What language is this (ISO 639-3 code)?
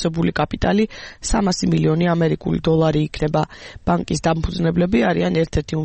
kat